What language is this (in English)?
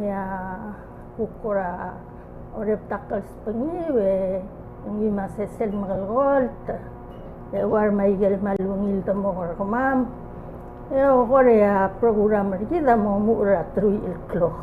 Palauan